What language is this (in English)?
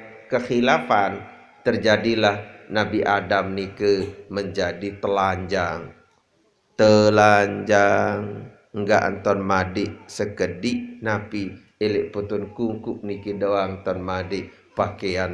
Sasak